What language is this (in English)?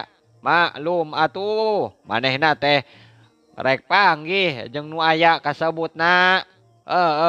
Sundanese